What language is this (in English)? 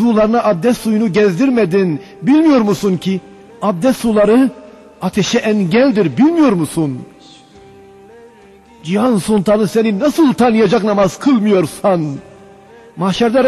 Turkish